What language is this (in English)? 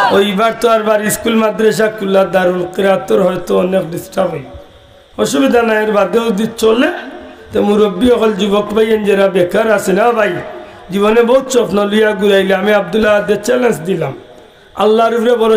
Sylheti